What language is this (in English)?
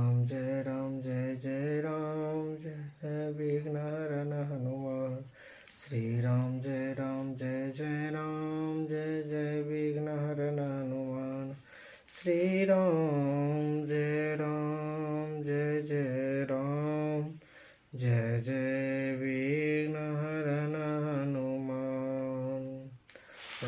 Maithili